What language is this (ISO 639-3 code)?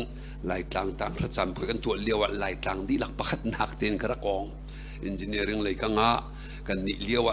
cnh